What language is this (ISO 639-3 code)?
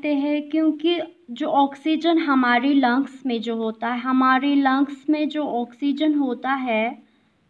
hin